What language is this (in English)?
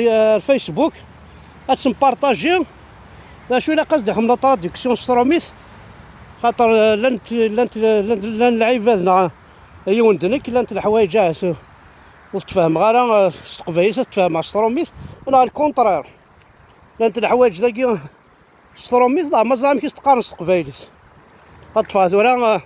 Kabyle